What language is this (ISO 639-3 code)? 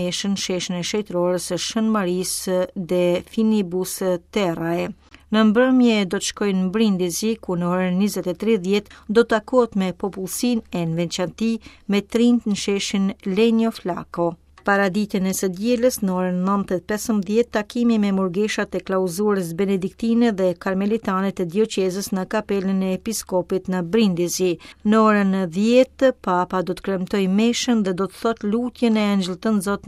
sqi